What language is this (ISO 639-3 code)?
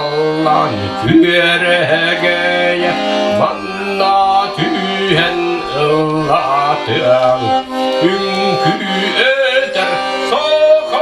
sah